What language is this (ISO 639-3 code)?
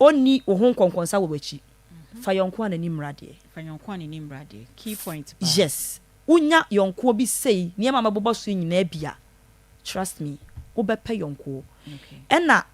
aka